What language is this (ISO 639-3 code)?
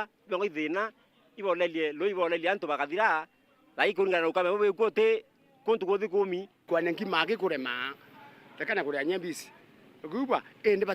mer